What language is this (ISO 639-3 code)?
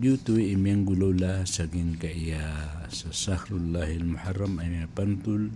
mrw